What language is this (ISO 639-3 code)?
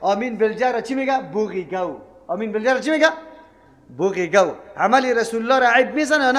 fas